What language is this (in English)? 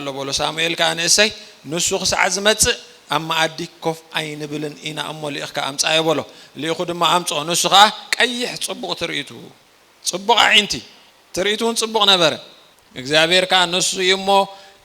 Tigrinya